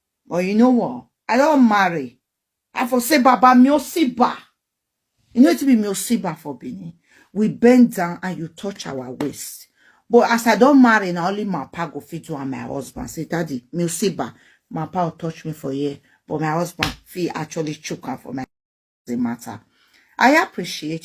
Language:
Nigerian Pidgin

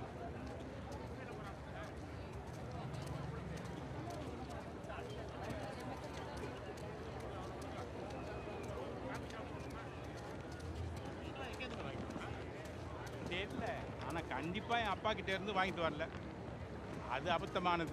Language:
Tamil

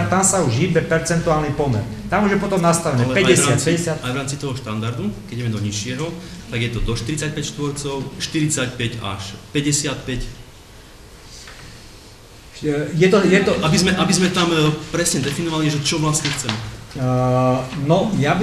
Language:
Slovak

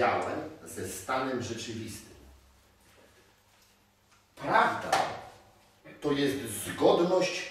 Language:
Polish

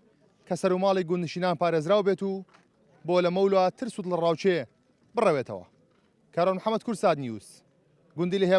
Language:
Central Kurdish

